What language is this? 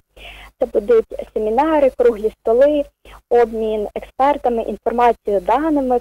Ukrainian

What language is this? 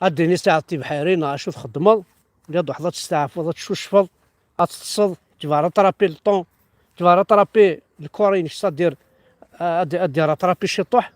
Kabyle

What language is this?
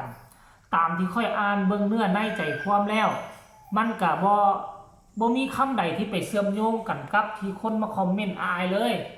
Northeastern Thai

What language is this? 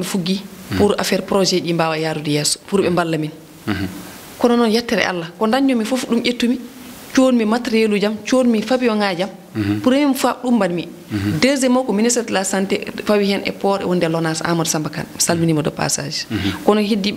Fula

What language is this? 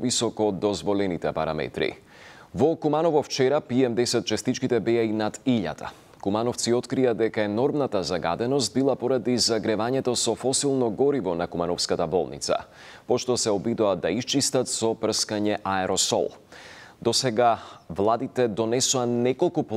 Macedonian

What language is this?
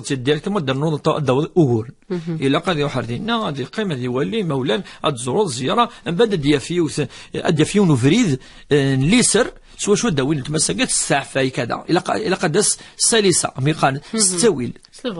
Kabyle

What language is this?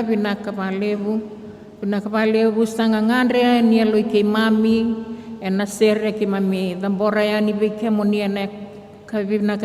Fijian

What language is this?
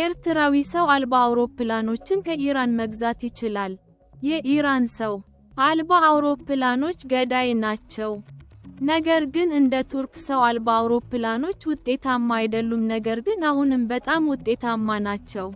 Amharic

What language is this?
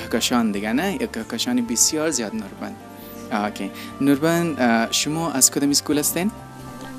Persian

